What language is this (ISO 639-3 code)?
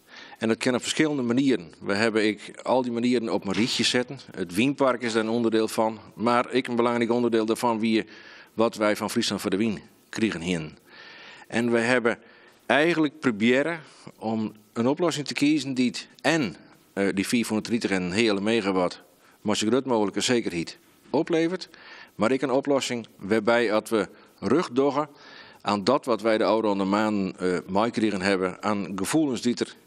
fry